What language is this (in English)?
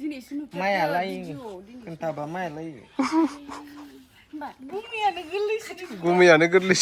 Bodo